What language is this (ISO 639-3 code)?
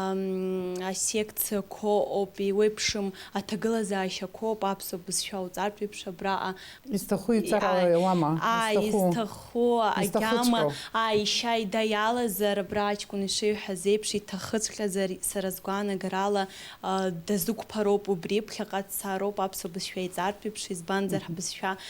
abk